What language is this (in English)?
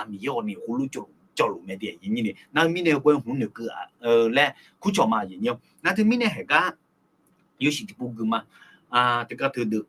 Akha